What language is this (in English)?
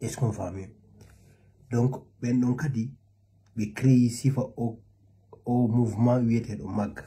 Fula